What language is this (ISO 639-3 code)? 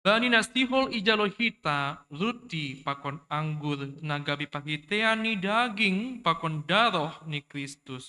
bts